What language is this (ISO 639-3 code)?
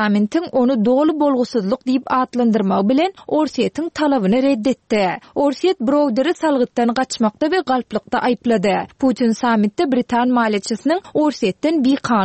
tuk